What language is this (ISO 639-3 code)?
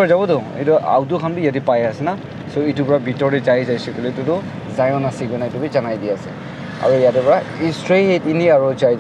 nag